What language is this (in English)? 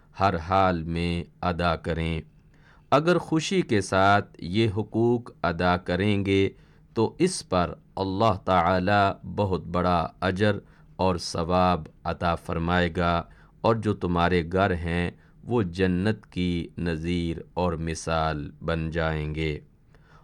Urdu